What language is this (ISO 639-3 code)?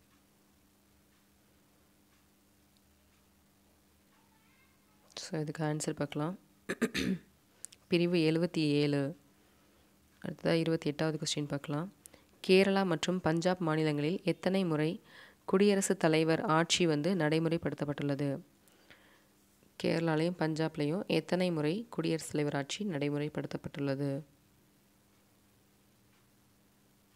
tam